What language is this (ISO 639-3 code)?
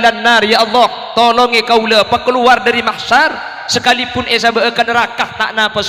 mad